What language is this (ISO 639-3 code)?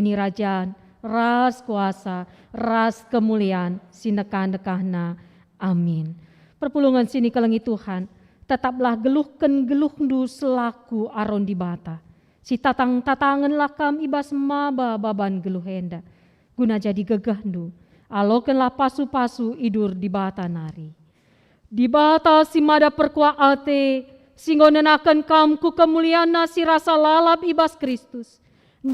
btx